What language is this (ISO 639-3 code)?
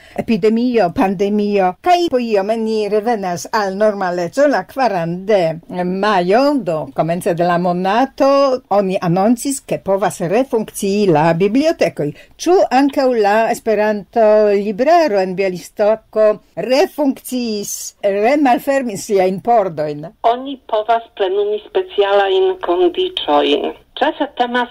epo